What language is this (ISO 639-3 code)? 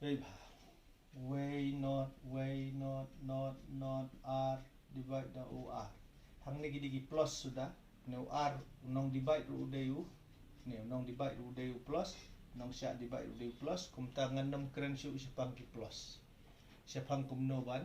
kha